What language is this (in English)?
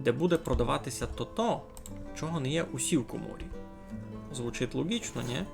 Rusyn